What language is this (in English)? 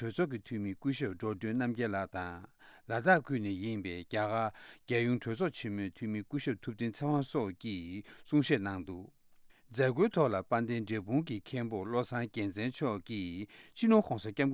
Tibetan